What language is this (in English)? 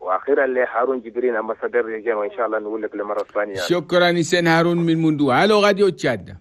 Chadian Arabic